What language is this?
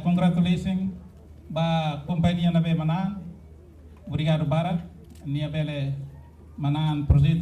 Tetum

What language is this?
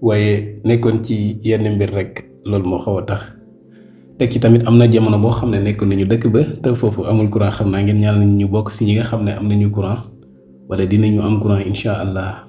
Wolof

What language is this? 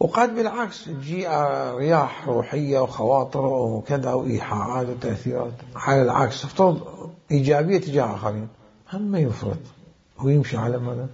Mesopotamian Arabic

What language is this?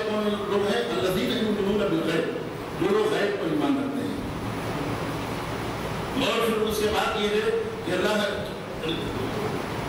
Urdu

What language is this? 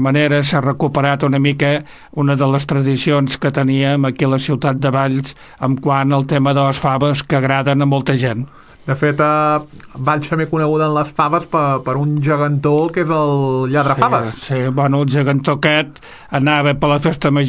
Catalan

